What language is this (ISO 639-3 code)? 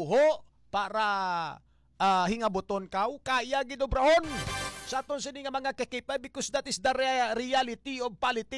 hil